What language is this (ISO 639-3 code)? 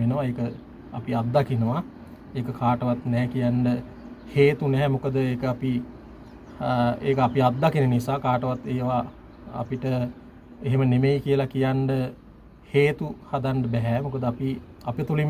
sin